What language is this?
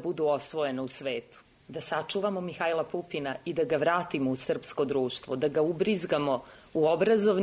Serbian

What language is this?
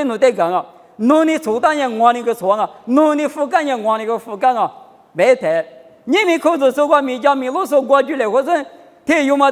Lisu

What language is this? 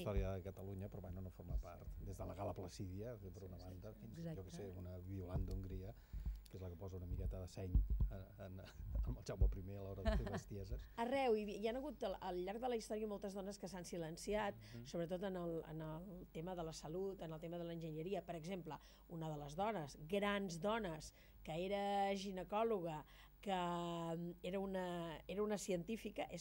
Catalan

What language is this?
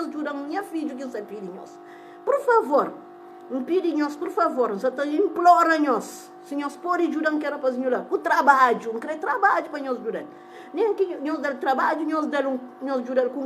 Kabuverdianu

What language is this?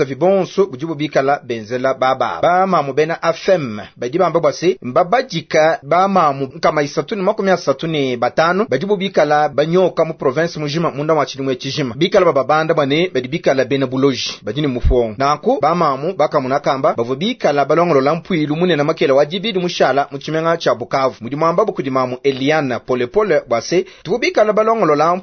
Luba-Lulua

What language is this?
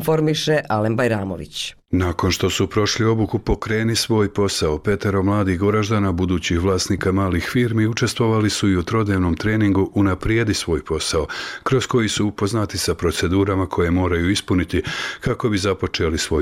Bosnian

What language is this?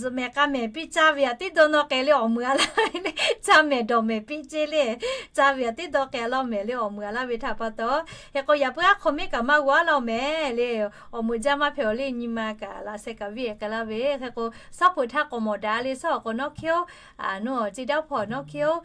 Lahu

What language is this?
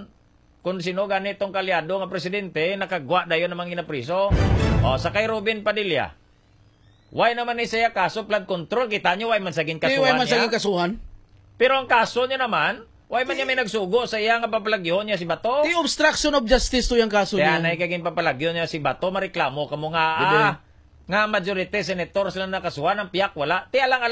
Hiligaynon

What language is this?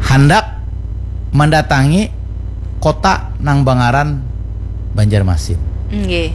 Banjar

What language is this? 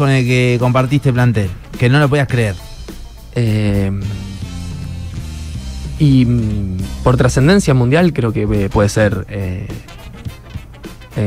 Spanish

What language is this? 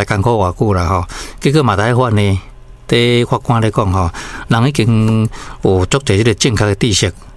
Min Nan Chinese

